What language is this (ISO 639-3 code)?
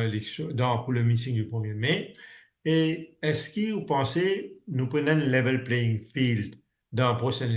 mfe